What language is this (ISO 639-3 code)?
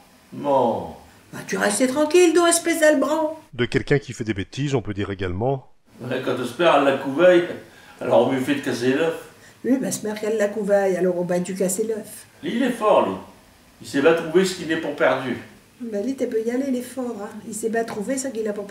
pcd